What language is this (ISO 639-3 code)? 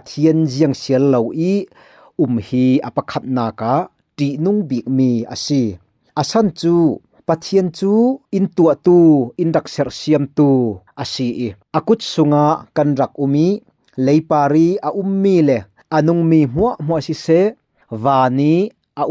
cfm